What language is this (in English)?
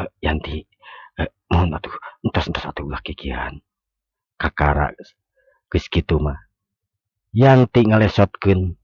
Sundanese